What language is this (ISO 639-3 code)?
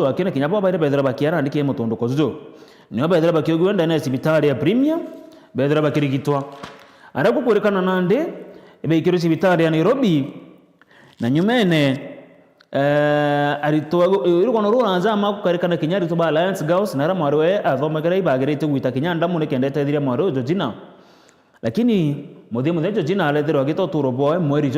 mer